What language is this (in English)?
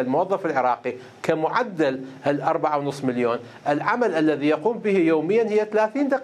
Mesopotamian Arabic